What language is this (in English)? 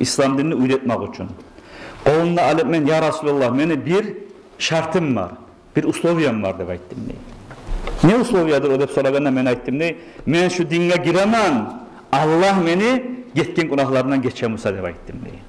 Kumyk